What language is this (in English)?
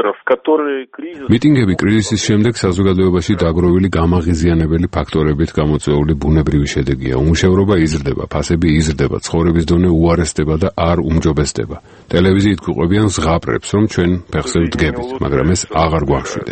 Georgian